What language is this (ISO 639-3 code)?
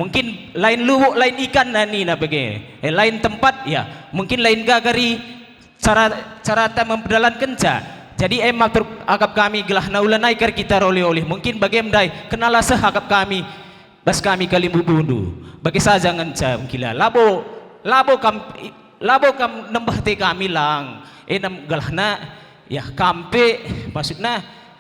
btx